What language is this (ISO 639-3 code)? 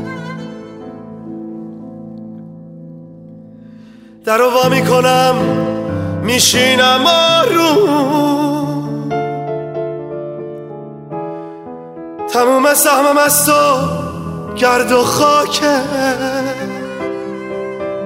fas